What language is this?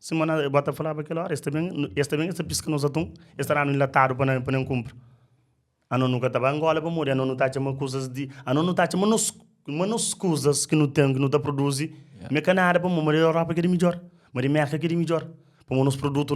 Kabuverdianu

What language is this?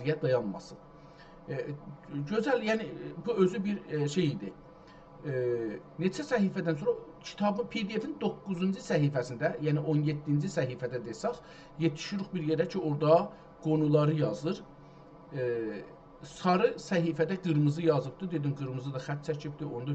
South Azerbaijani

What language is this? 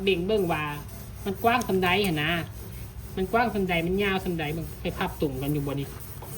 Northeastern Thai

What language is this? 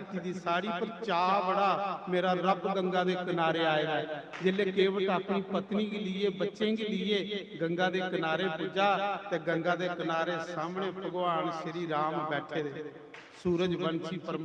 Dogri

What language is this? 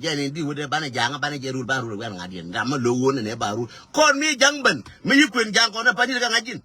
Nuer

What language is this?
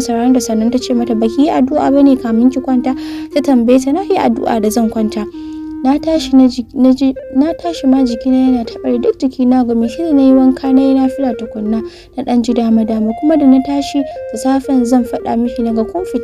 Hausa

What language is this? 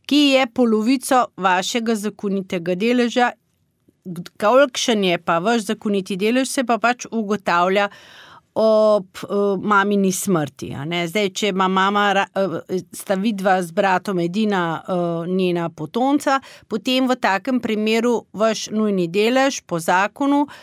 Slovenian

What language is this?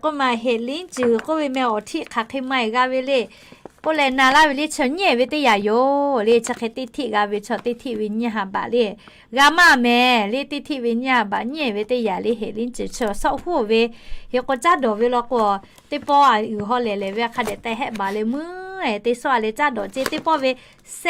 Lahu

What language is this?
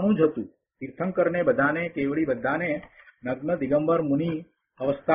Gujarati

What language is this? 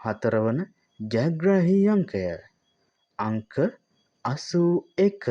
Sinhala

